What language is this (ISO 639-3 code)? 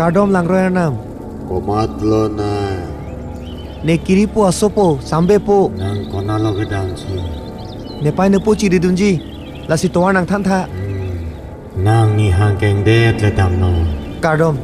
mjw